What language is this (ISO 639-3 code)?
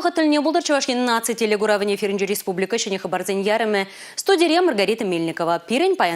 chv